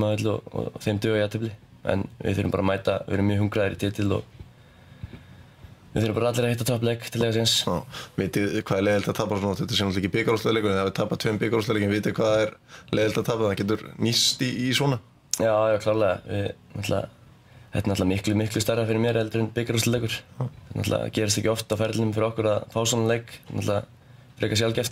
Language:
Icelandic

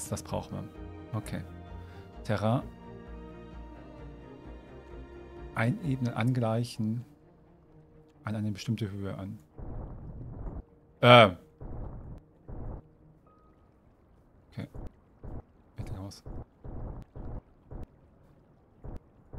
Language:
German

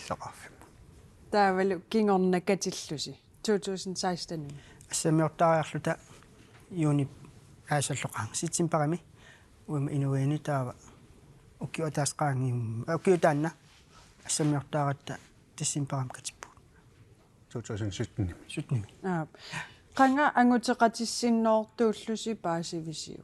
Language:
Kalaallisut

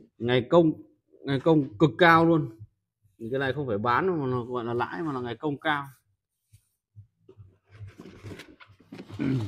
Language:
Vietnamese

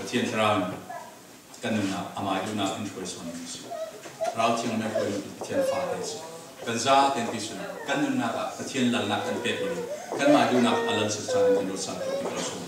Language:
Falam Chin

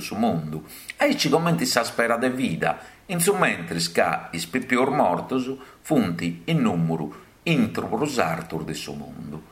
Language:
Sardinian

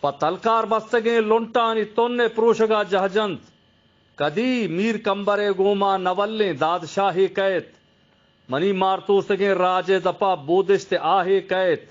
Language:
Eastern Balochi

